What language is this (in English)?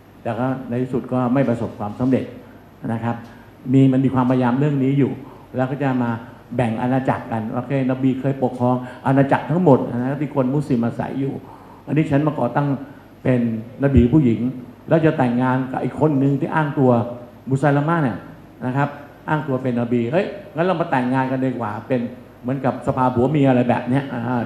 Thai